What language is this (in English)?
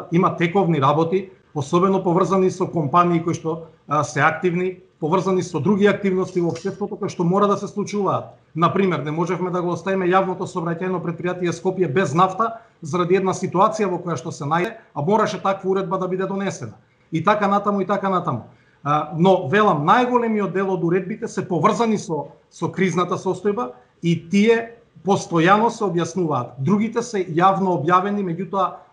Macedonian